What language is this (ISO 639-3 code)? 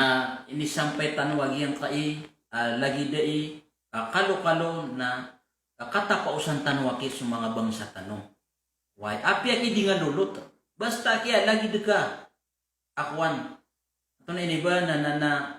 mrw